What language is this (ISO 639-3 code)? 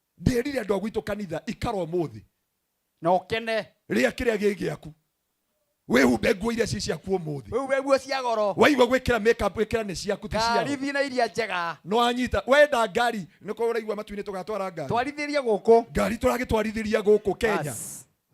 kik